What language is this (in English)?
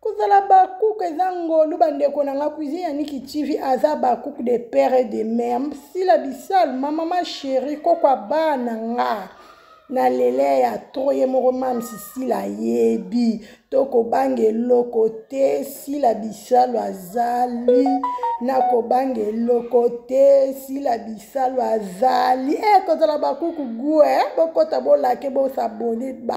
Lingala